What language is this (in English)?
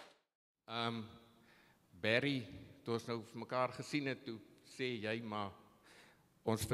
Afrikaans